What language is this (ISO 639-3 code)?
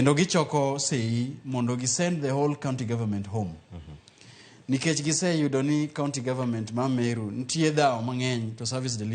luo